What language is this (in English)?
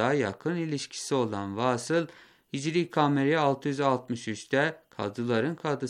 Turkish